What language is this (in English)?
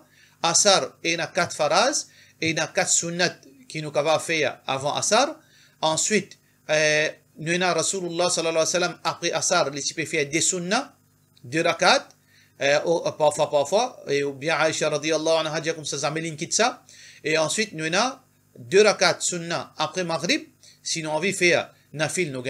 Morisyen